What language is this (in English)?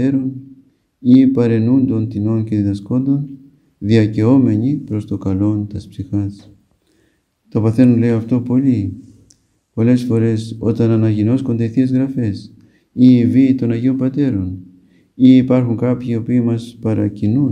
Greek